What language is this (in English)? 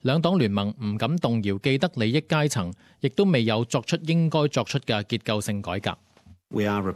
Cantonese